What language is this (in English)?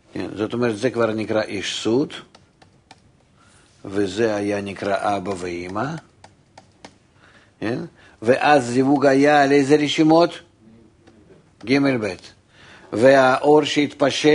Hebrew